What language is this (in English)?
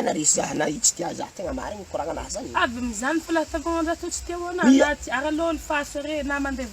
Malagasy